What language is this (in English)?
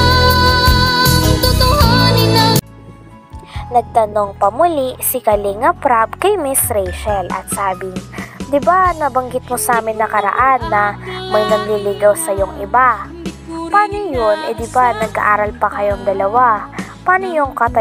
Filipino